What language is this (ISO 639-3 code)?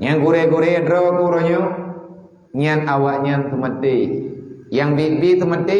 ace